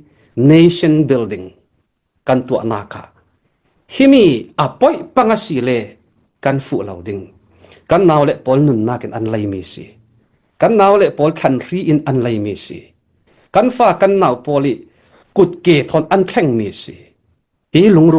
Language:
Falam Chin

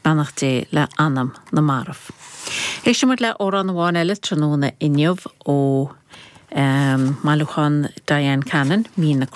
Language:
Irish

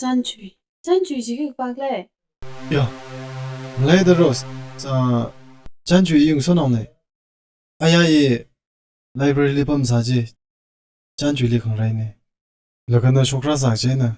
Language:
Tangkhul Naga (India)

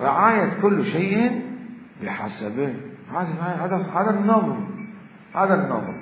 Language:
Mesopotamian Arabic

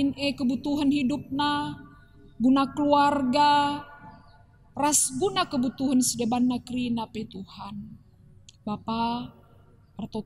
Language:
Batak Karo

